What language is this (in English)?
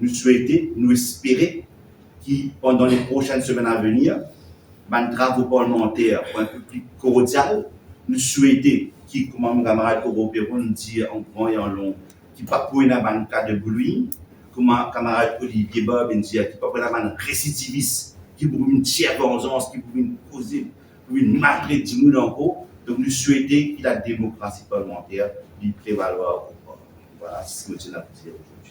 Morisyen